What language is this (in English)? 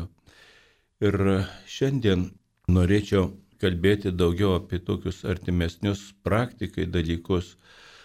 Lithuanian